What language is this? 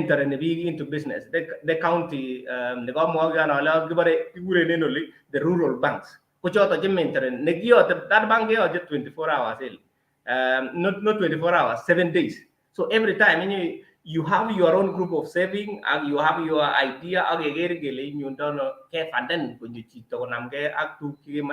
Kalenjin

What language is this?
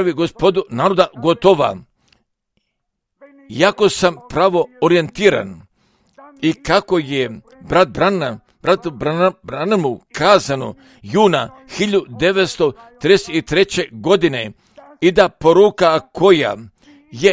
Croatian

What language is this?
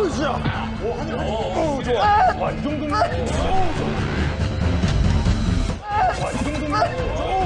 Korean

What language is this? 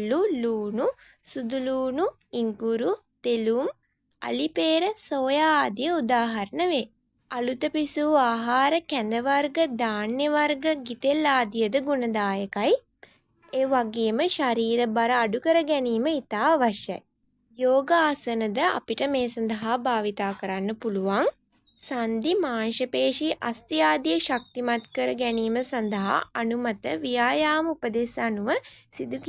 Sinhala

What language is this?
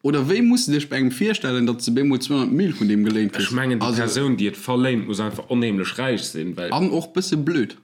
Luxembourgish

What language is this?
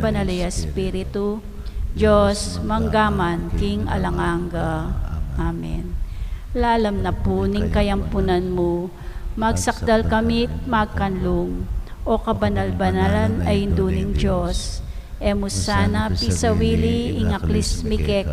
Pampanga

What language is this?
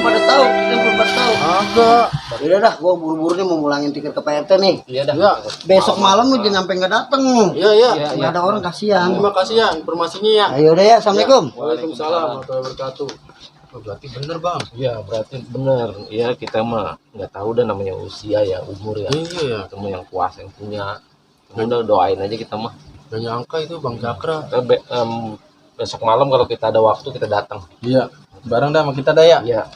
Betawi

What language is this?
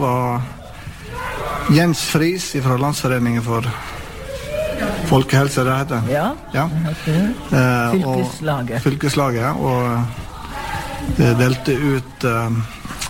Norwegian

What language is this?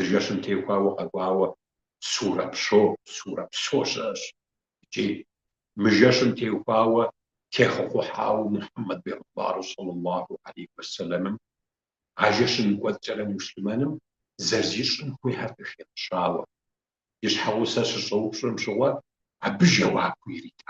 Kabardian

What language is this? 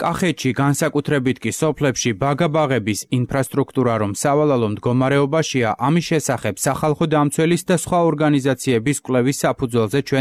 Georgian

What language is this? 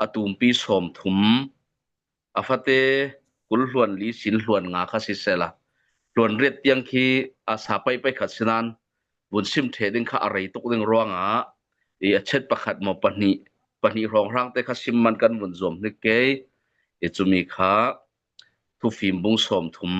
Falam Chin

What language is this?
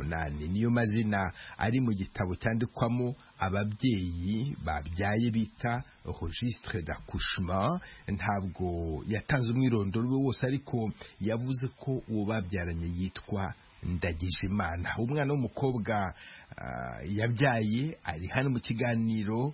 Kinyarwanda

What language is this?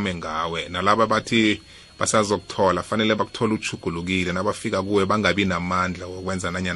South Ndebele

